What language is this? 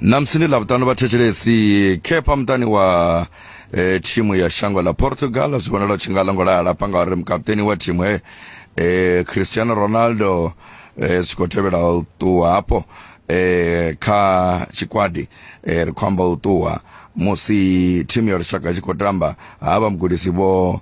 Venda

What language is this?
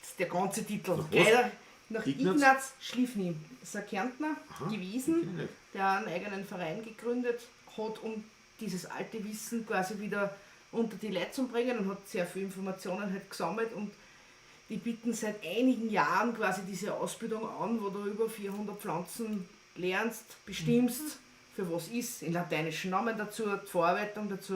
Bavarian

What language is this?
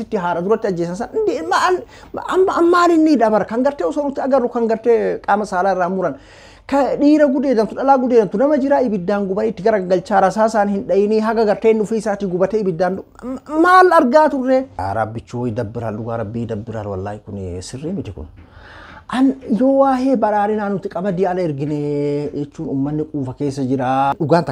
Oromo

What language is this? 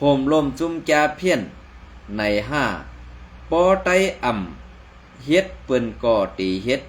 Shan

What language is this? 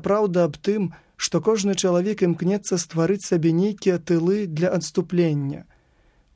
Belarusian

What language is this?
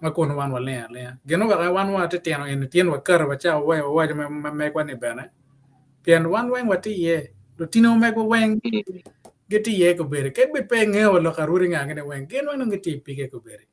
Acoli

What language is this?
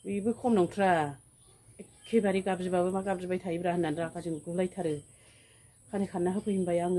Bodo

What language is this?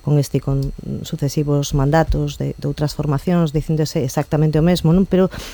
Galician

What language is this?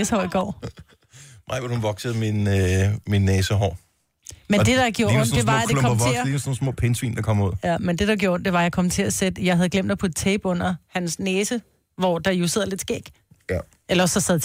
Danish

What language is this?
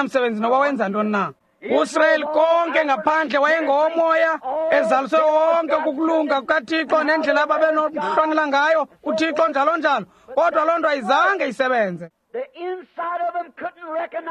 Xhosa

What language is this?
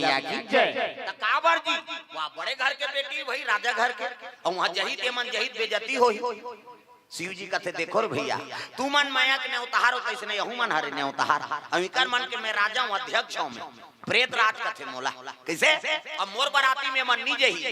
Chhattisgarhi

